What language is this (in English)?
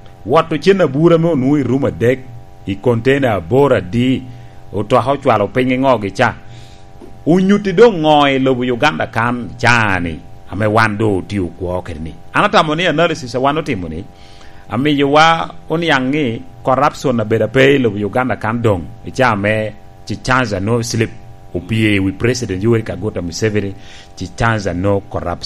Lango (Uganda)